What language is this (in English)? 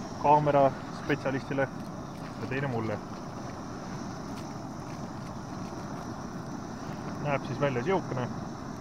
Estonian